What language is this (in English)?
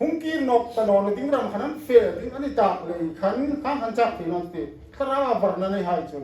Hmar